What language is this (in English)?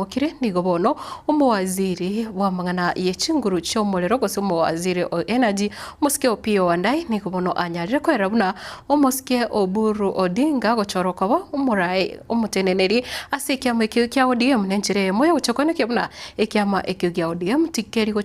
Gusii